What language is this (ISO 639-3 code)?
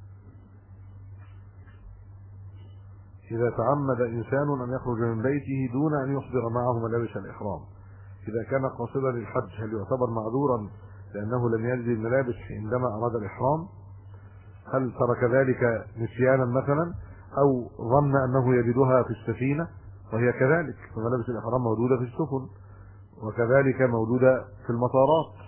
ara